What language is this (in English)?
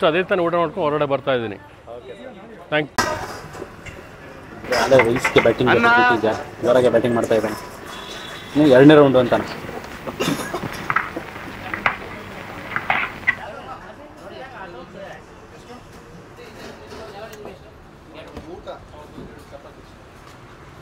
Kannada